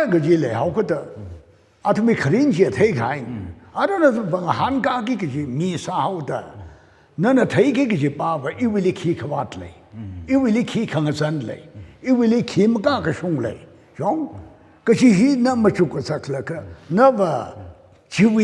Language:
Tangkhul Naga (India)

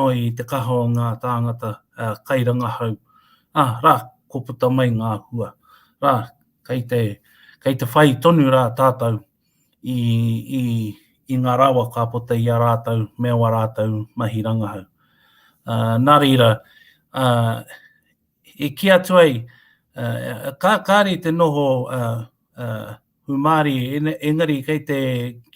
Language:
Māori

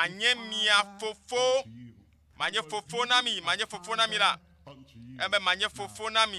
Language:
Ewe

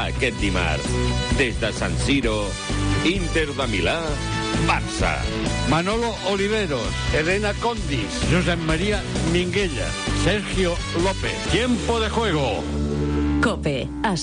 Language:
Catalan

